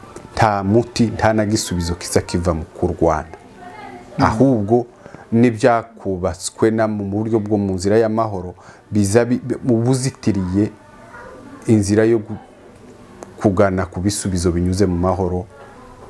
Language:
Kinyarwanda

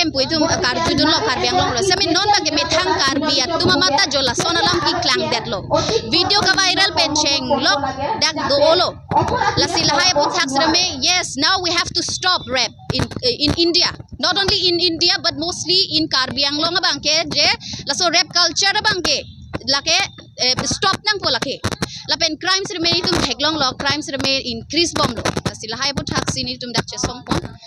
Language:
Karbi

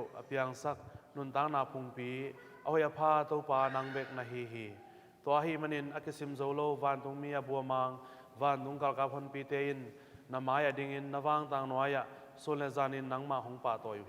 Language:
Tedim Chin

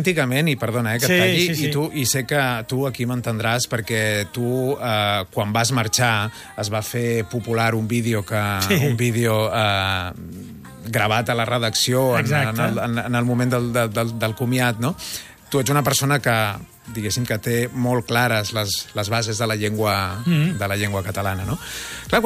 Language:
Catalan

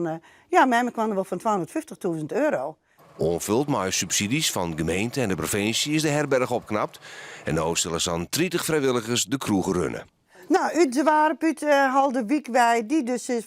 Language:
Western Frisian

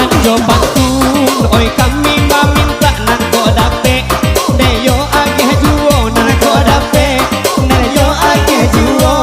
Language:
Minangkabau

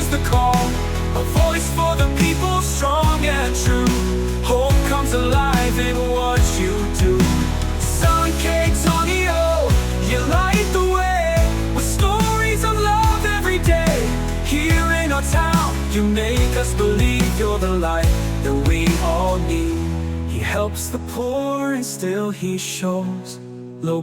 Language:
Waray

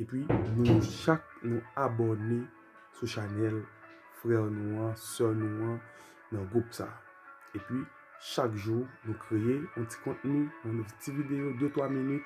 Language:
Haitian Creole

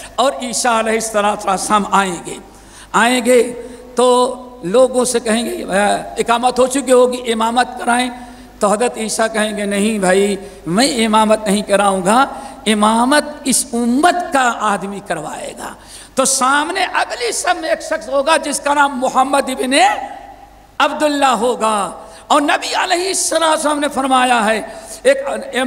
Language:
Urdu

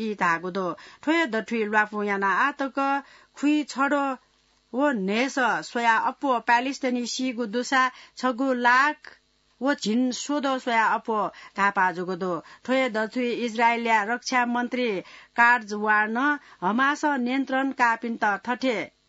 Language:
Newari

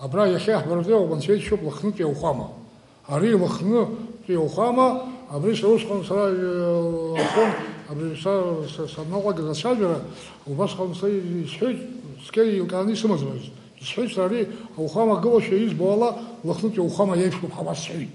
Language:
Abkhazian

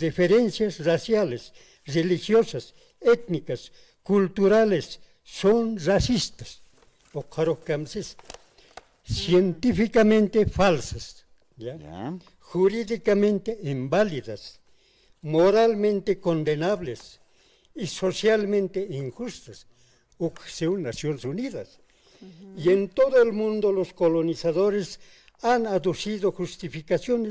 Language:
Aymara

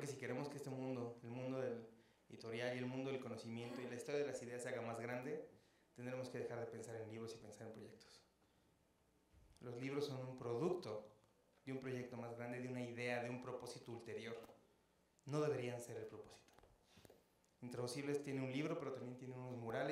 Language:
Spanish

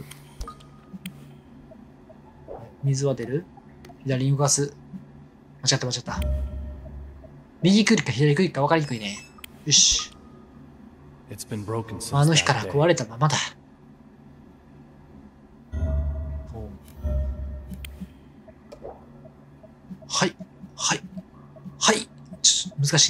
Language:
Japanese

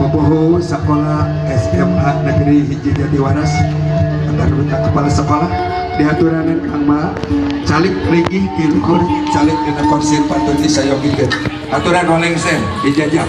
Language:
Sundanese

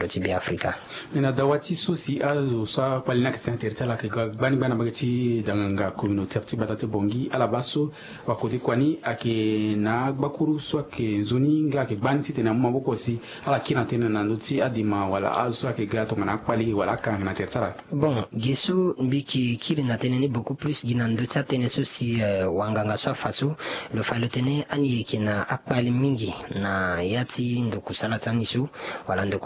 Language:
Sango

